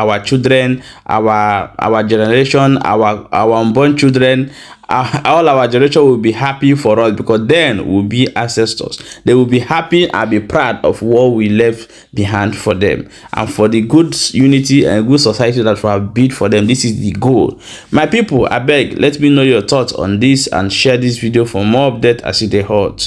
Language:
Igbo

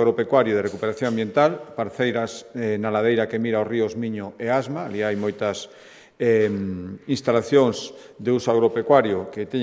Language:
Galician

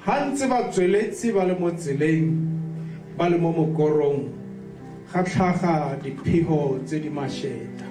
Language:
Tswana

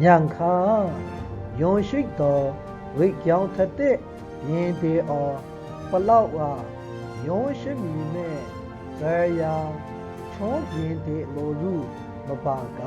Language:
Maru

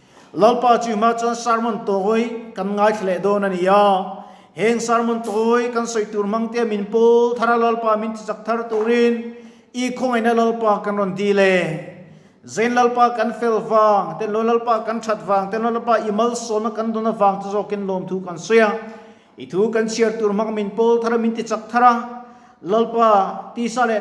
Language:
Mizo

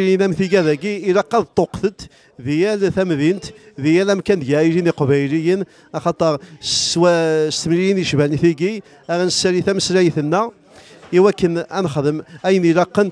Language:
Kabyle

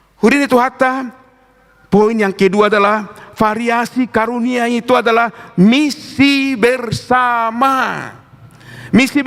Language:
Batak Toba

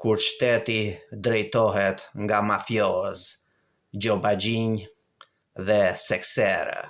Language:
Albanian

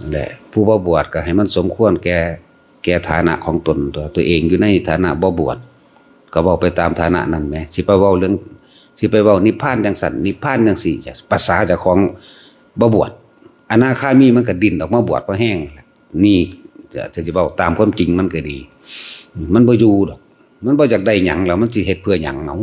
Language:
Northeastern Thai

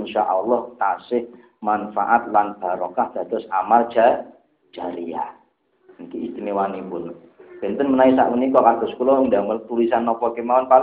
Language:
Javanese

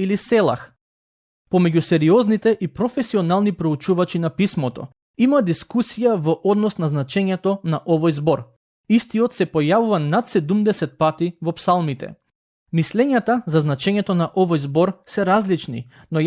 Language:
Macedonian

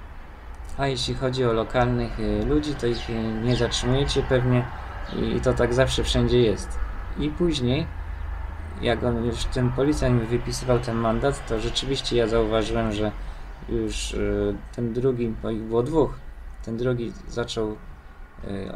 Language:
Polish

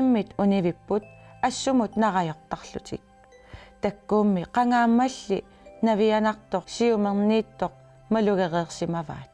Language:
Kalaallisut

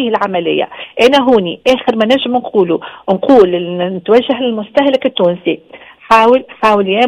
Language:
Tunisian Arabic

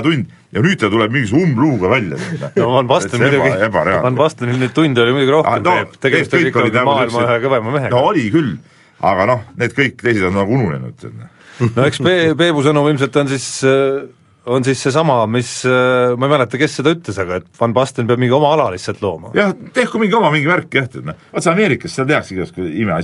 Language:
Estonian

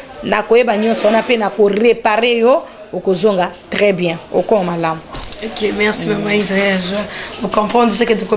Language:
Lingala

